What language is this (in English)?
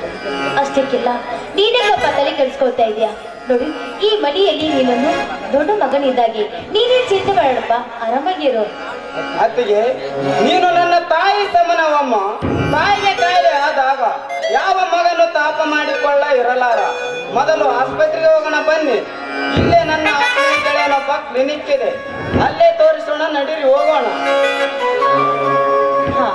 Kannada